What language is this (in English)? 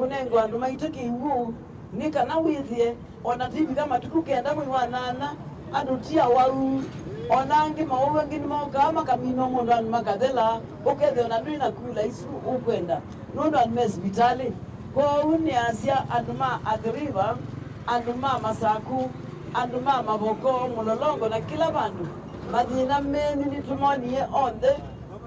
Kamba